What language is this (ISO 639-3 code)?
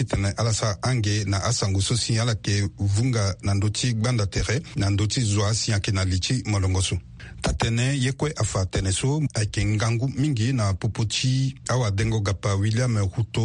sag